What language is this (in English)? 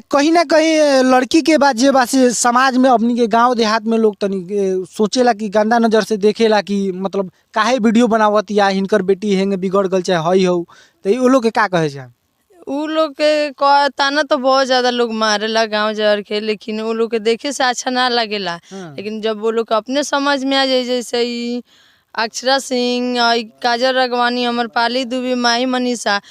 Bhojpuri